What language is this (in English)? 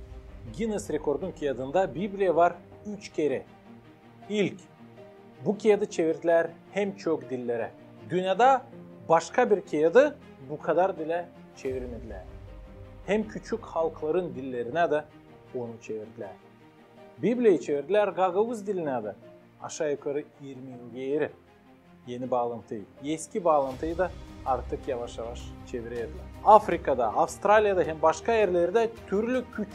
Gagauz